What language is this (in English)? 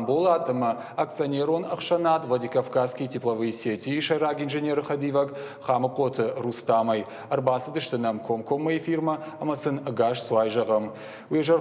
Ossetic